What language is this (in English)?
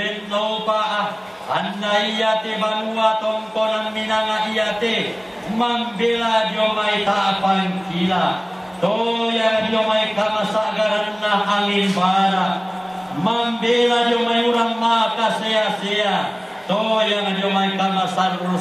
Toraja-Sa'dan